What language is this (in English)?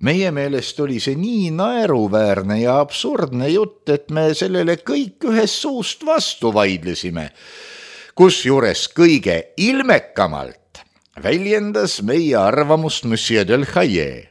Estonian